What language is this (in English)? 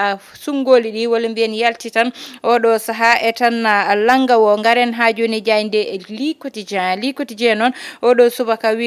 Fula